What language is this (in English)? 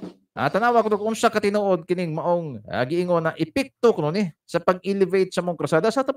Cebuano